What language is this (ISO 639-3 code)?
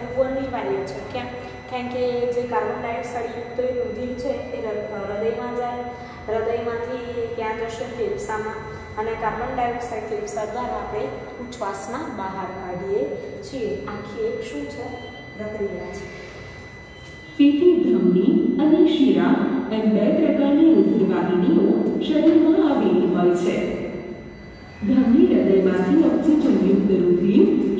guj